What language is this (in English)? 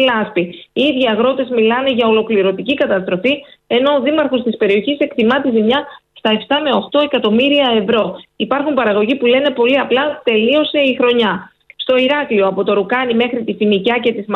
Greek